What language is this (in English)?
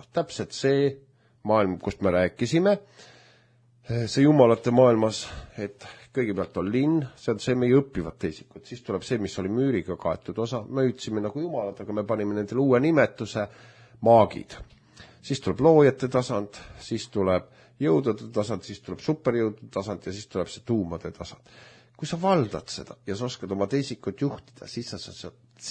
Estonian